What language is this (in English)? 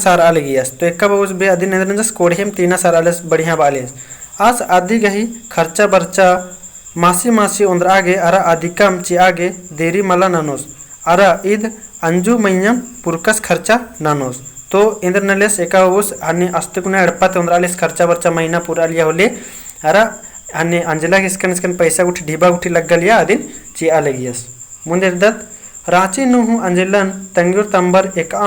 Kurukh